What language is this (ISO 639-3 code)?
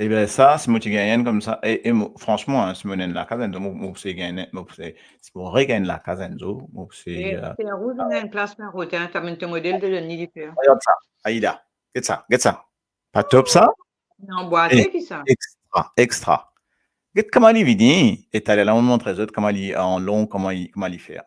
mfe